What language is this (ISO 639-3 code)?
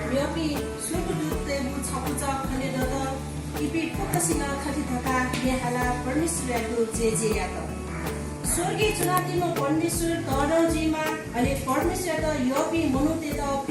new